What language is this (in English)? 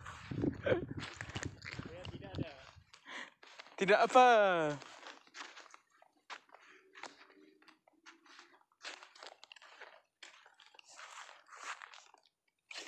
Malay